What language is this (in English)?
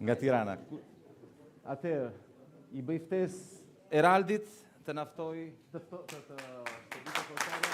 Albanian